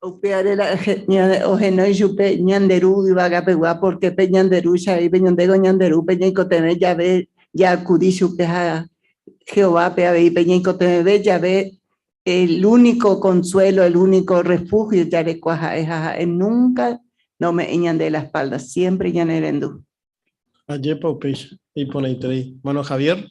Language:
Guarani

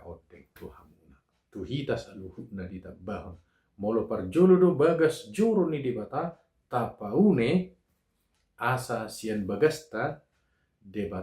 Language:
Batak Toba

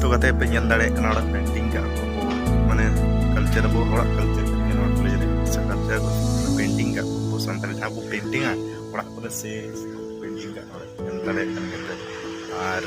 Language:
Santali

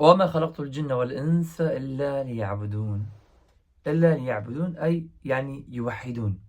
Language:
Kurdish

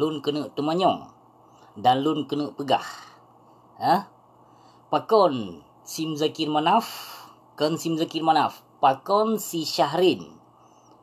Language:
Achinese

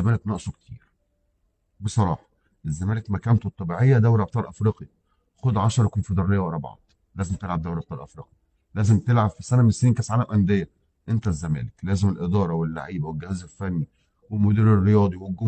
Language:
Egyptian Arabic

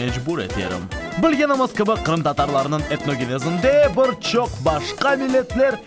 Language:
Crimean Tatar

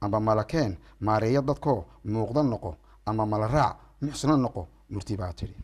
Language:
Somali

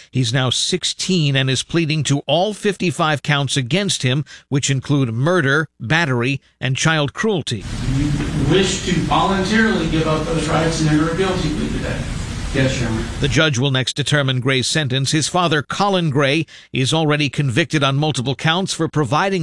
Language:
English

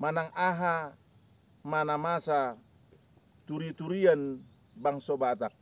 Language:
Batak Toba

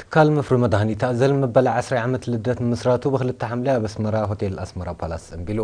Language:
Tigrinya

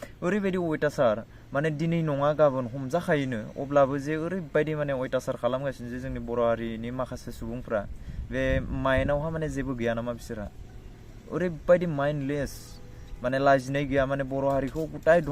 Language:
Bodo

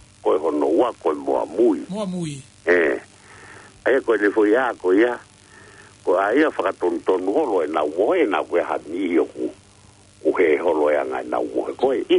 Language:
Tongan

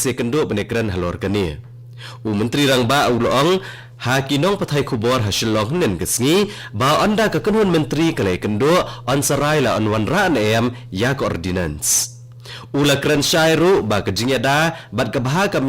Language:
Khasi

